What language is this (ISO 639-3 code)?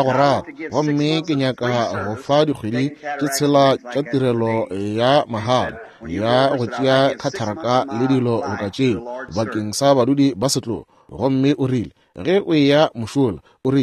nso